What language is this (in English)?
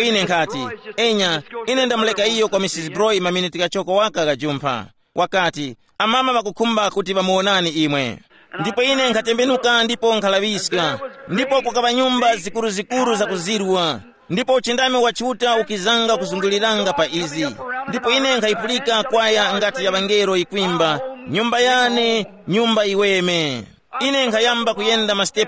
Tumbuka